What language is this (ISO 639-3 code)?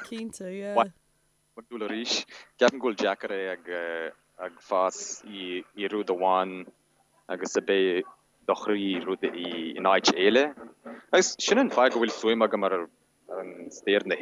gle